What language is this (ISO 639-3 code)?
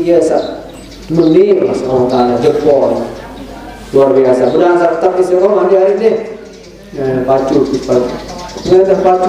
sas